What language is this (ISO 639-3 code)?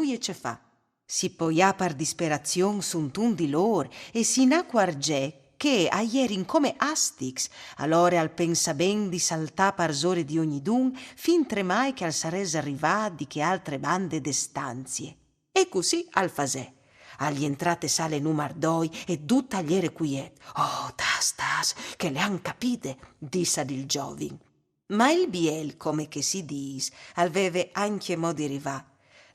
fur